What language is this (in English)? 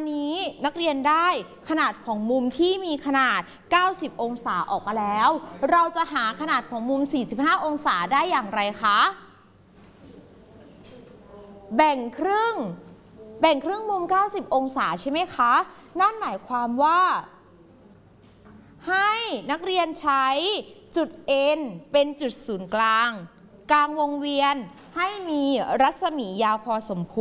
Thai